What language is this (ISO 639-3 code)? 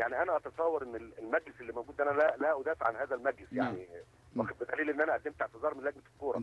arz